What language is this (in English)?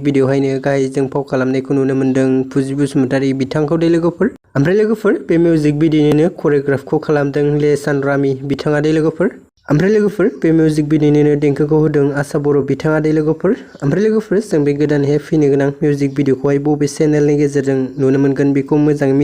Bodo